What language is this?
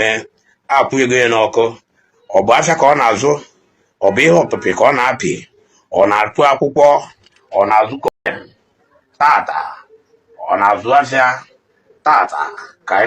Igbo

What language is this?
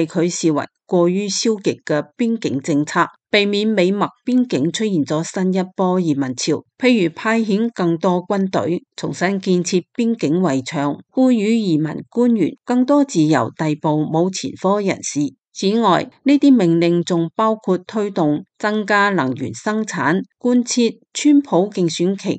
Cantonese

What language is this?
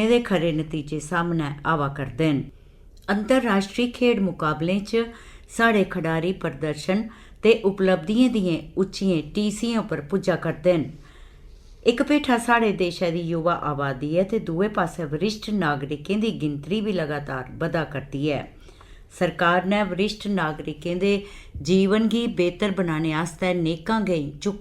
Dogri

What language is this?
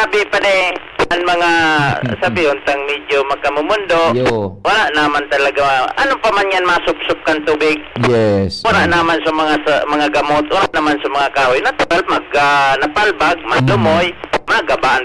Bikol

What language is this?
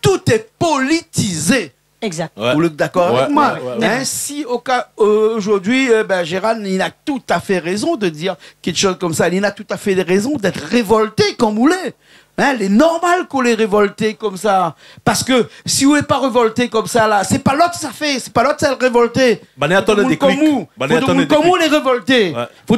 Réunion Creole French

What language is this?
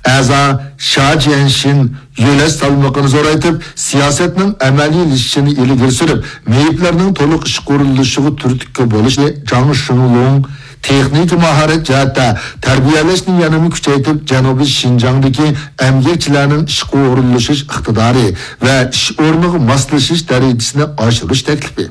Uyghur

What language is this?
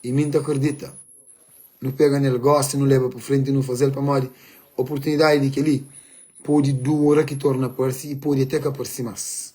Kabuverdianu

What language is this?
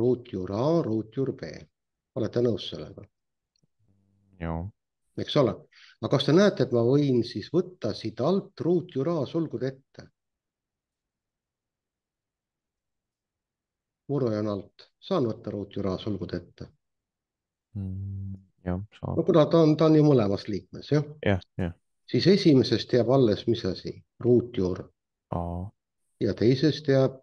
Estonian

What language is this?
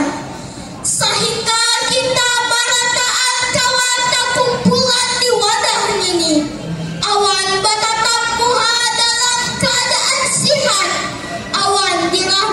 Banjar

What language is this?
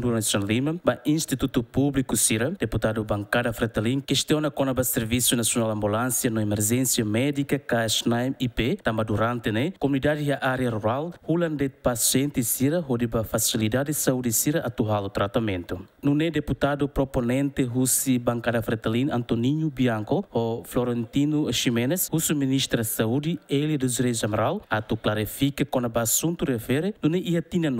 Tetum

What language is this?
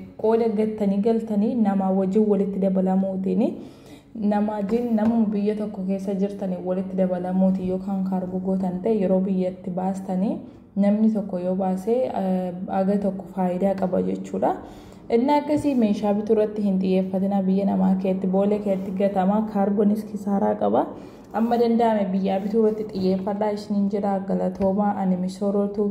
Oromo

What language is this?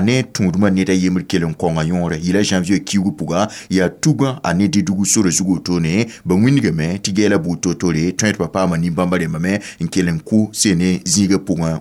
Mossi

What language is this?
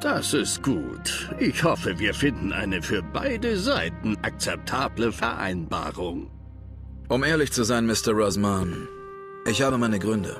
Bavarian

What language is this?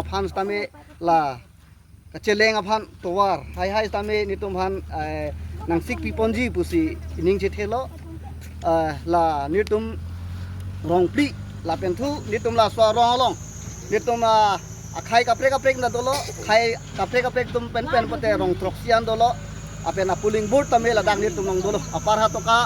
Karbi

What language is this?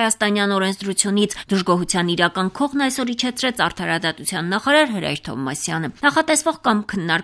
Armenian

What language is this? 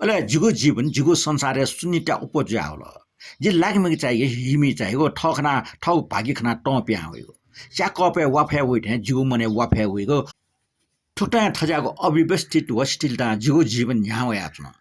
Newari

